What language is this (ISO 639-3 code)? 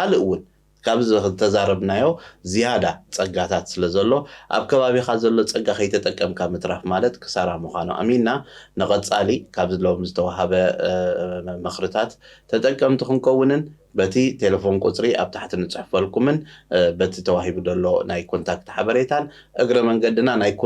tir